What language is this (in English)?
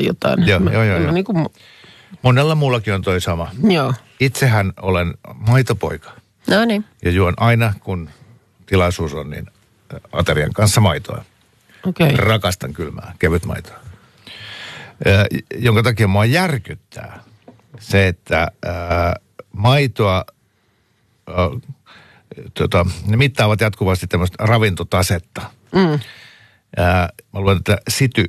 Finnish